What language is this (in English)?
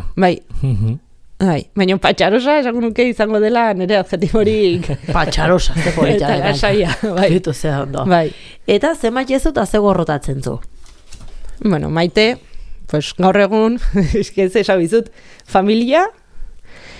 Basque